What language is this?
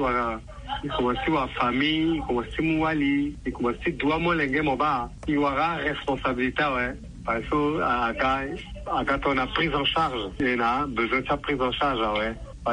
Sango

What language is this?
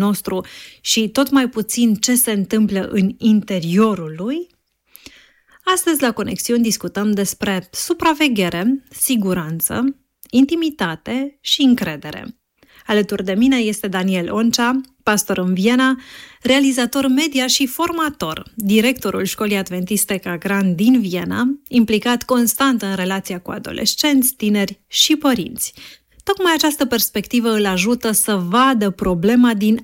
Romanian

